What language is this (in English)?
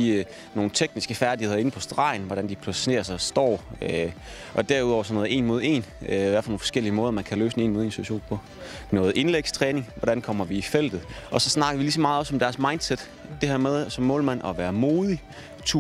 Danish